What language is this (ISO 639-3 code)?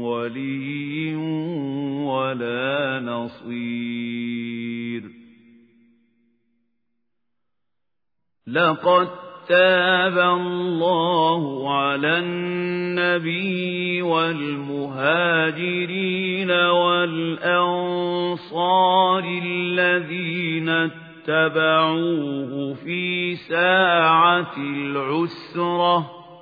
ara